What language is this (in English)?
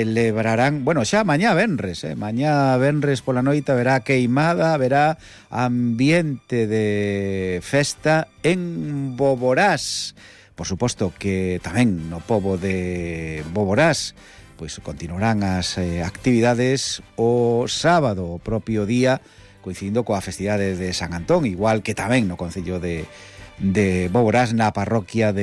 Galician